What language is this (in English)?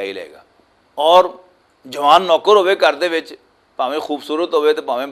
Western Panjabi